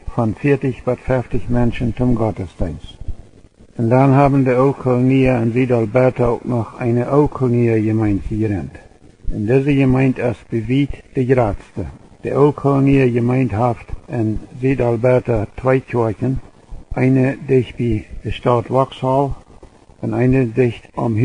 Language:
Plautdietsch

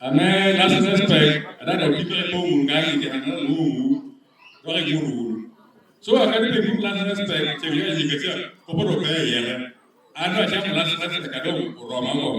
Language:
Lango (Uganda)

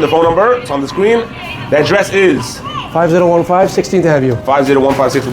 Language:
Yiddish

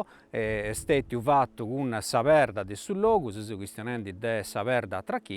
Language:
Sardinian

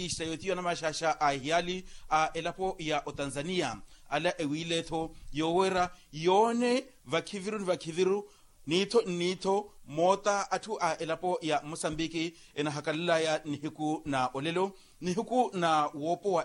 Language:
Makhuwa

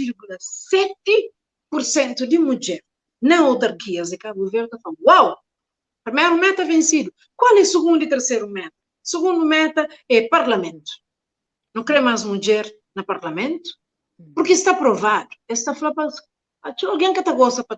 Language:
Kabuverdianu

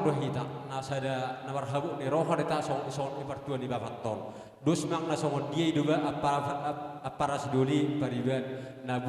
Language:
Batak Toba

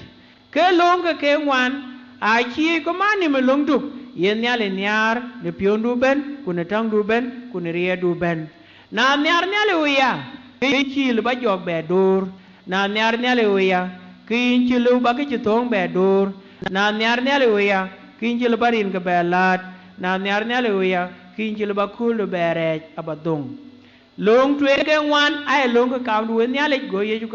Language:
Dinka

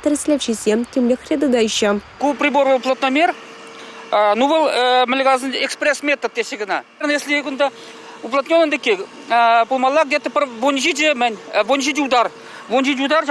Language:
Chuvash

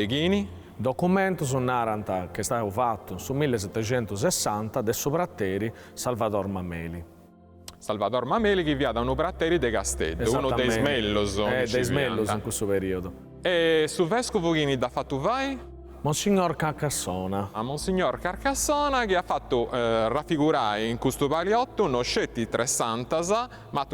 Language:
Sardinian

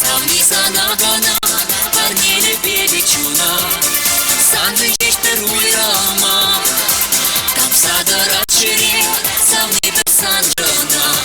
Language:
Chuvash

